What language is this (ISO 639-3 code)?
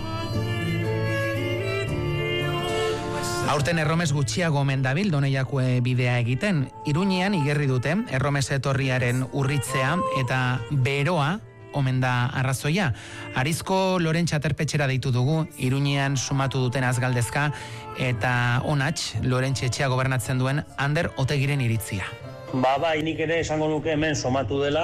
eus